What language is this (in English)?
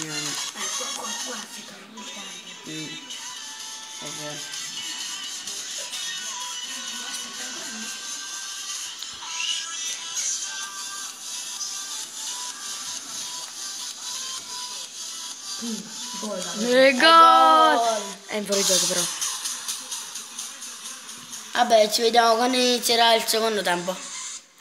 Italian